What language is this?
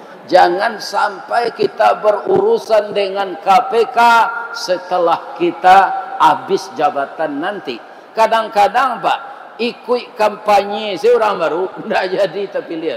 Minangkabau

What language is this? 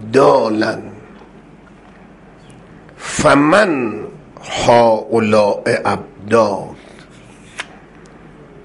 Persian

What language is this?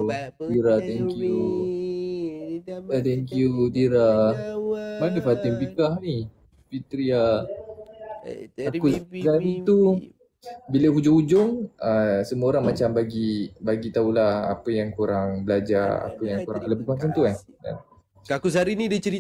Malay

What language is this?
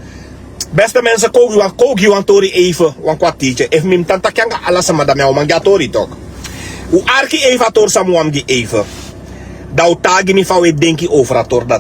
Sranan Tongo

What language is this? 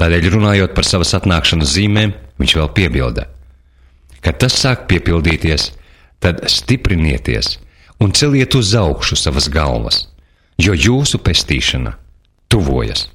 Latvian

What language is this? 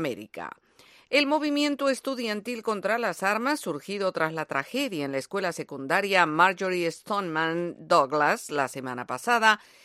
Spanish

